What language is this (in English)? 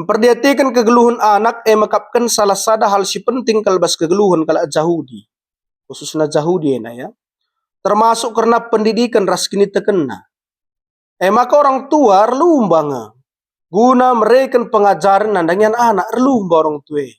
Batak Karo